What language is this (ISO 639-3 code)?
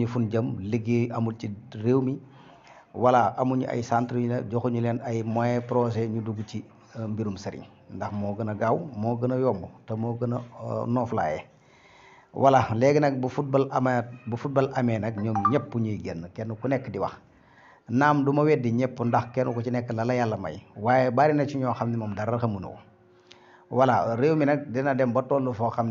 wol